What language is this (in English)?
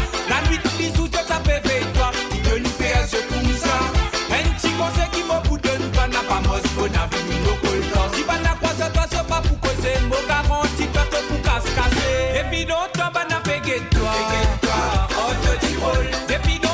Morisyen